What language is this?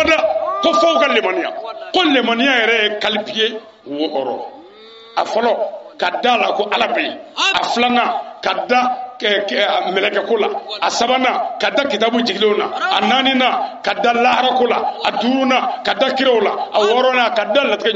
Bambara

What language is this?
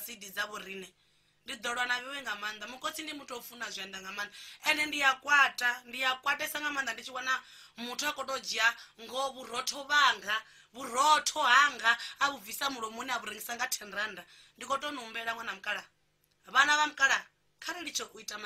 Venda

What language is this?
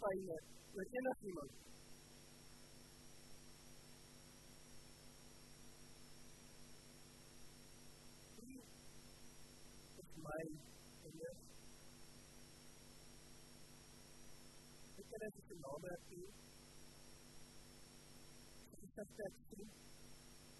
Afrikaans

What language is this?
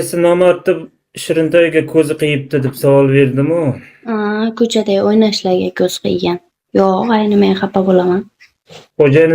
Uzbek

